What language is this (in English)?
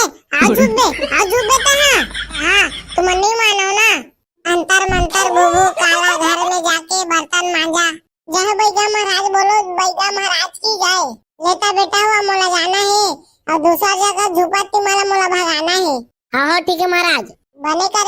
Chhattisgarhi